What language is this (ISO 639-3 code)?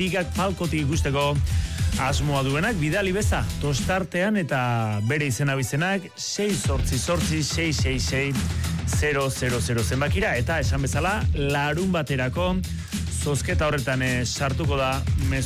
eus